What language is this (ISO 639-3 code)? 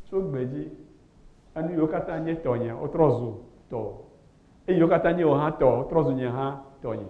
ewe